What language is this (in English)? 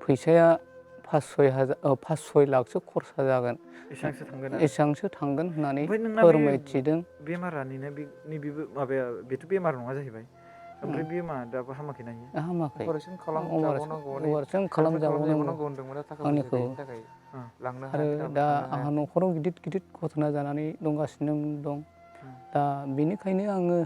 Bodo